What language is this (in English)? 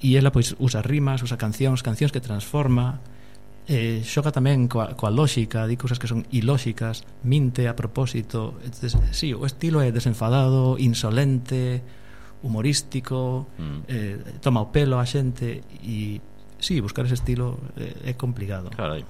Galician